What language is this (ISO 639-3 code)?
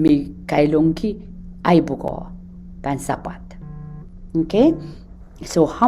pon